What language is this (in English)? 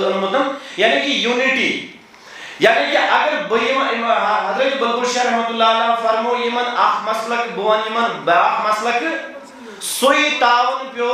Kashmiri